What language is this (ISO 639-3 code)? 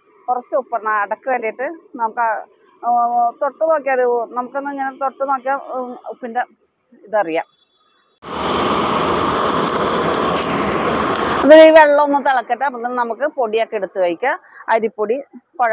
mal